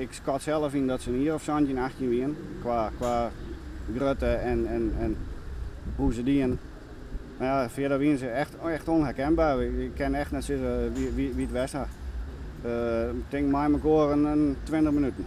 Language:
Western Frisian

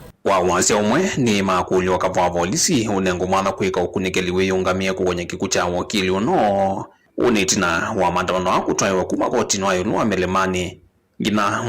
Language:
Kamba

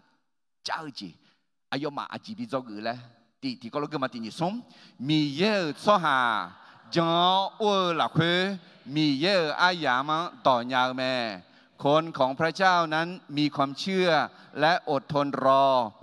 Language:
Akha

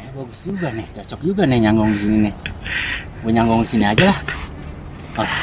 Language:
Betawi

